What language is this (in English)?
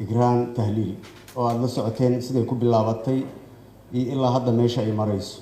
Somali